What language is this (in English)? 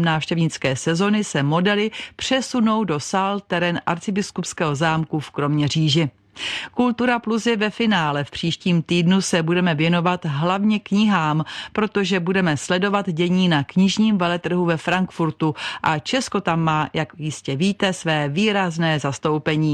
Czech